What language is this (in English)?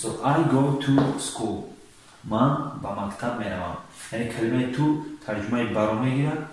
Tajik